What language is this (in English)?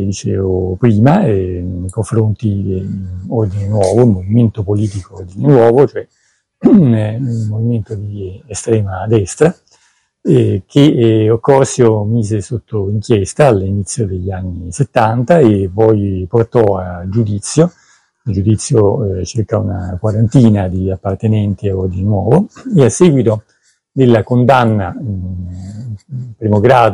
Italian